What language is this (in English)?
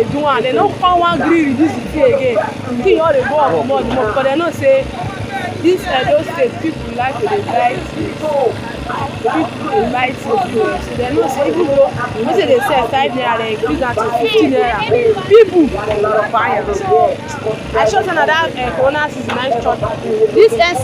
Nigerian Pidgin